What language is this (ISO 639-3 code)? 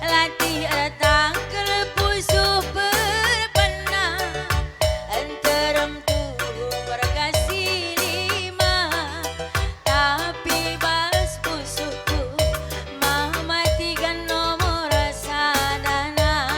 btx